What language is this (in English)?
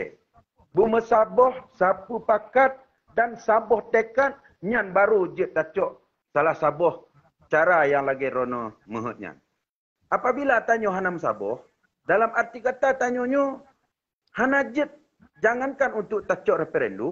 Achinese